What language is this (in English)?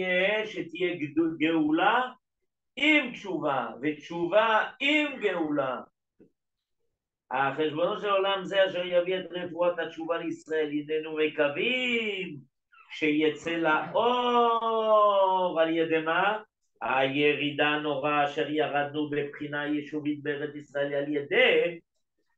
Hebrew